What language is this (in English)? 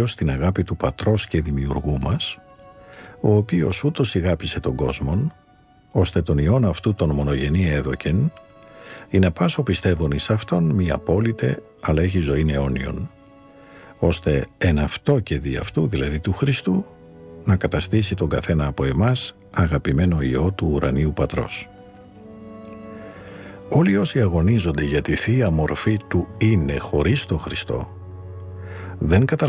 Greek